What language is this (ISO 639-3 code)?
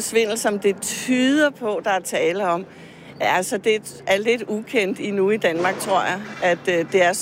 dan